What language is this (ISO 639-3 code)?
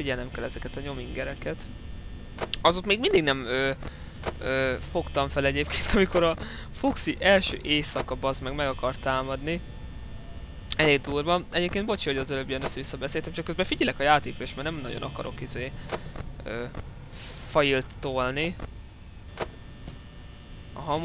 hun